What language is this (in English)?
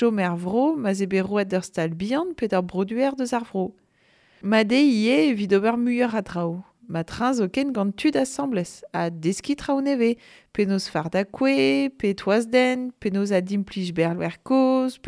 Breton